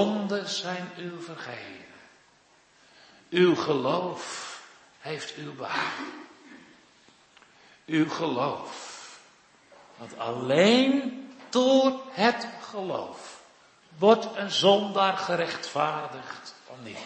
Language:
Dutch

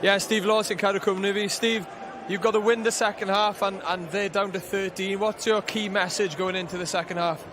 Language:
Welsh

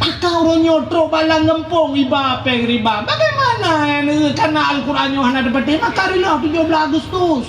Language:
Achinese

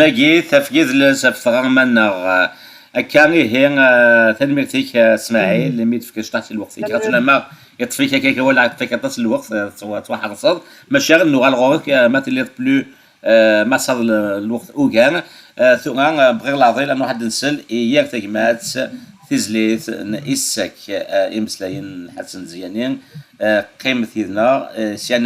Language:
Kabyle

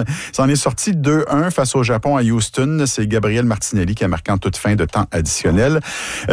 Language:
French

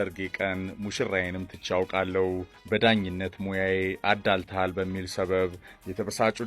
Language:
Amharic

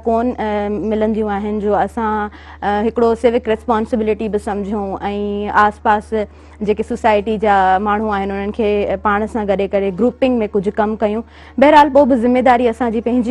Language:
Sindhi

